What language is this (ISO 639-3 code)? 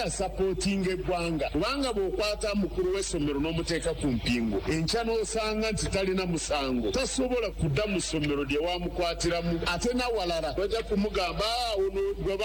lug